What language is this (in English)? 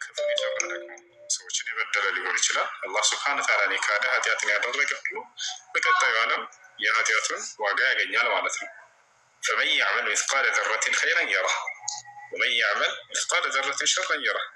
Amharic